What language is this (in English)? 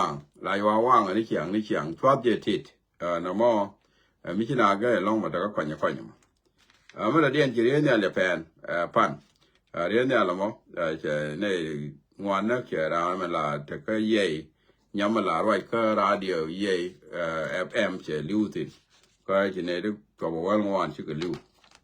Nuer